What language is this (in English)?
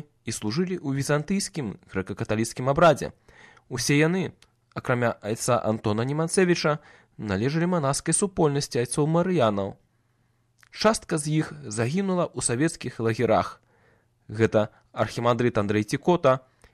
Belarusian